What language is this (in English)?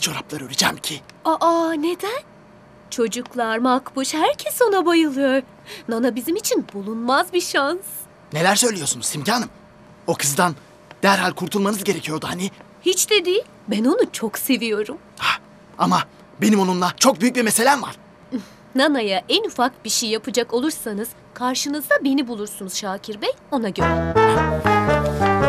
Turkish